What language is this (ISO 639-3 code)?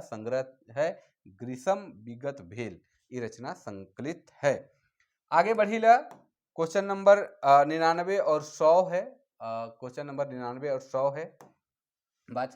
sck